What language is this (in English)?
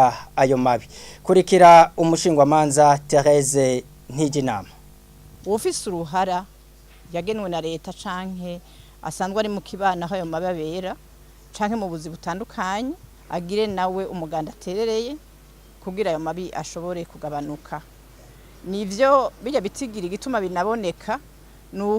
Rundi